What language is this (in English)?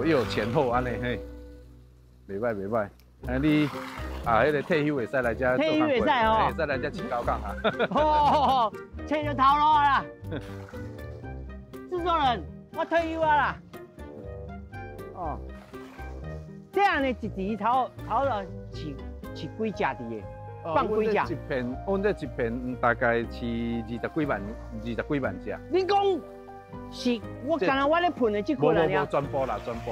Min Nan Chinese